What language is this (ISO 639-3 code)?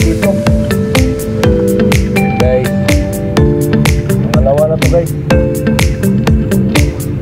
fil